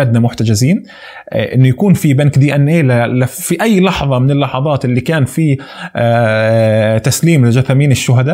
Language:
North Levantine Arabic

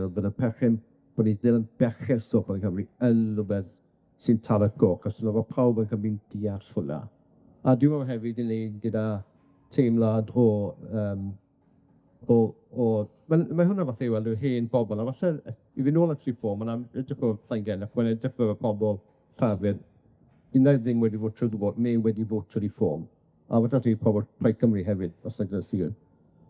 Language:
Welsh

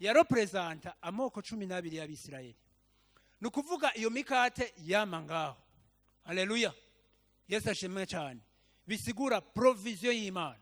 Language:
Rundi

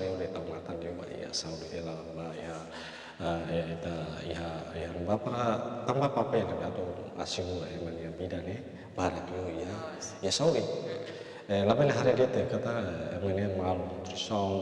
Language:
Tetum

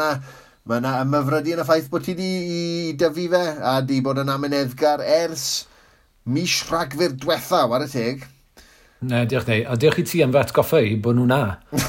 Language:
Welsh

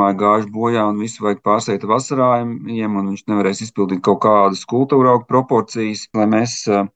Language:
Latvian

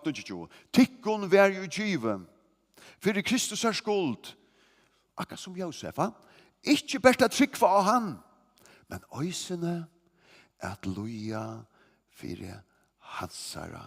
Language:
Faroese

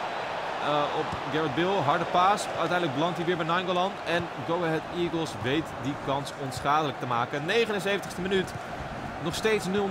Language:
Dutch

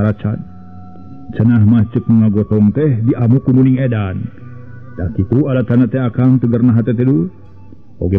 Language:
Sundanese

